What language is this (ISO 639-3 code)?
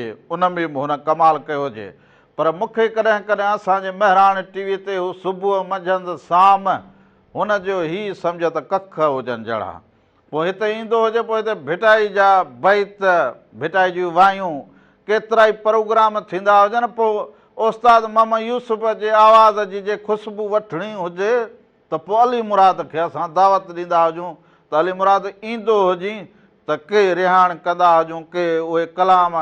snd